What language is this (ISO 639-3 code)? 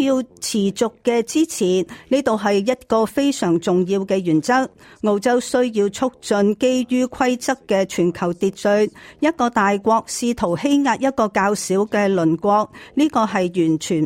yue